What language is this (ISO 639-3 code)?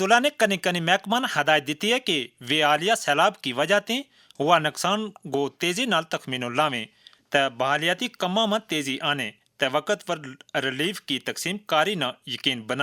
gju